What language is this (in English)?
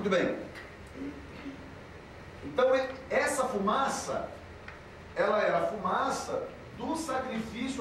Portuguese